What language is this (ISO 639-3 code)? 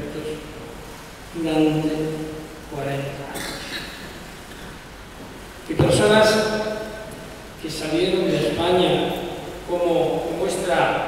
spa